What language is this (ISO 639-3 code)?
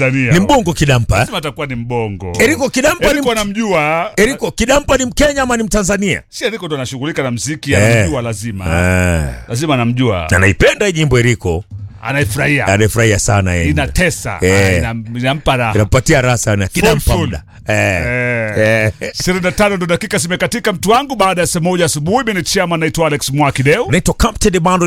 swa